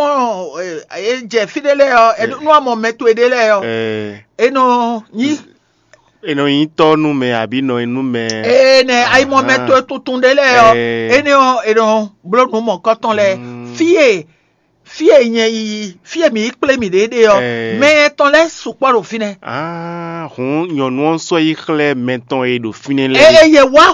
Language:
Fon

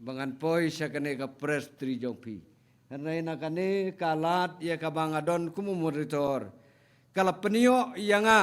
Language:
Khasi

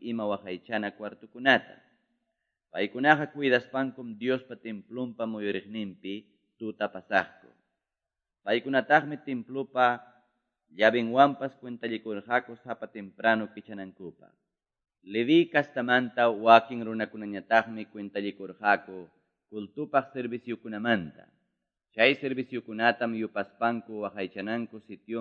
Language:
Quechua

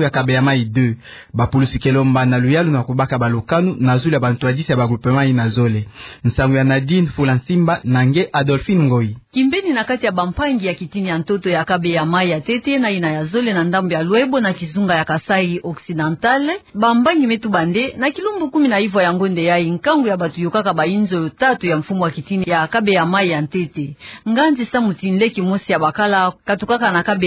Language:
Kituba (Democratic Republic of Congo)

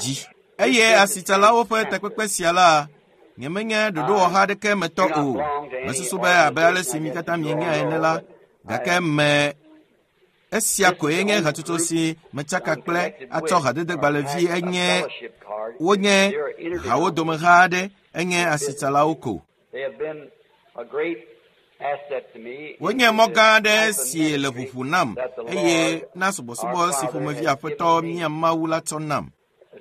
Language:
Ewe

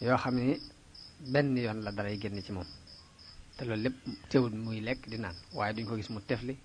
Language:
Wolof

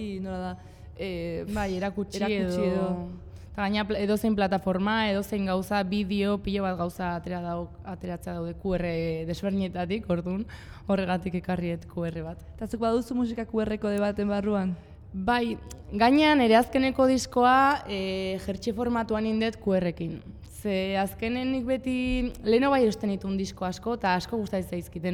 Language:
Basque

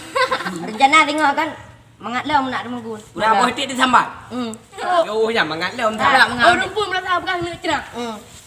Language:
Achinese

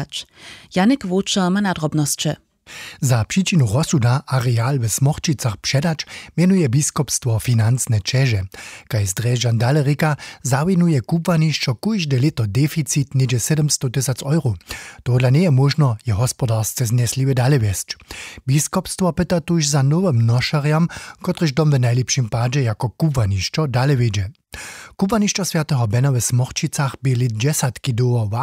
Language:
Upper Sorbian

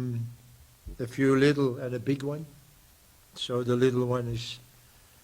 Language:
Venda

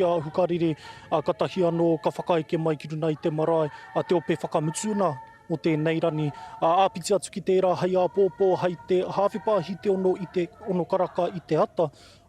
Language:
Māori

